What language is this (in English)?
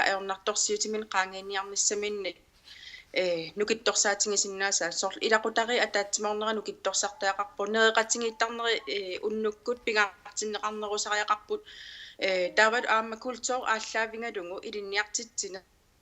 Kalaallisut